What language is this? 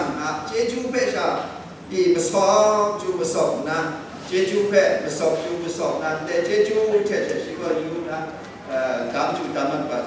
Kachin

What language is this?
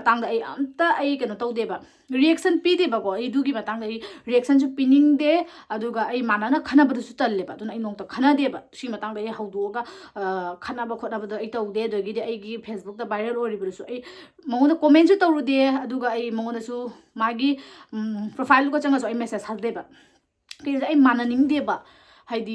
Manipuri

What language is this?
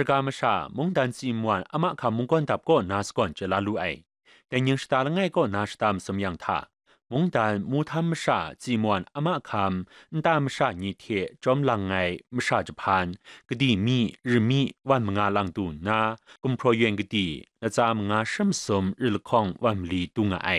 Kachin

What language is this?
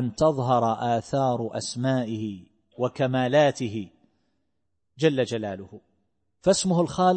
Arabic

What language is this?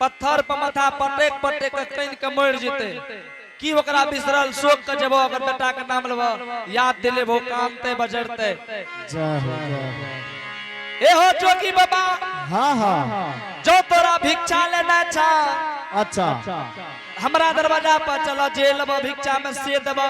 Angika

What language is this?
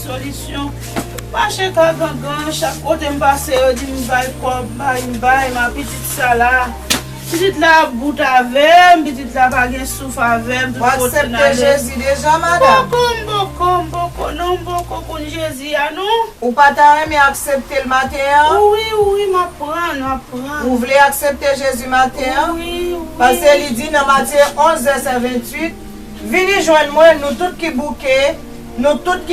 Haitian Creole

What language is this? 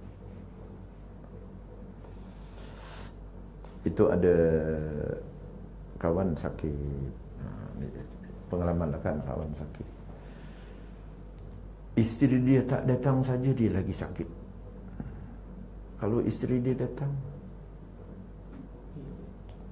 Malay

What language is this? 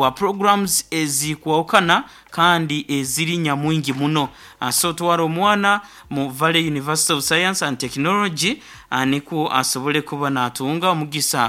Nyankole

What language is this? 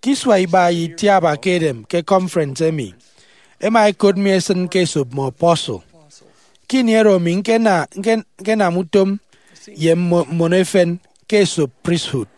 Efik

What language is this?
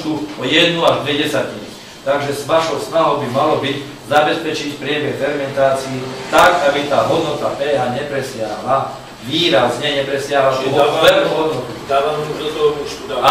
Slovak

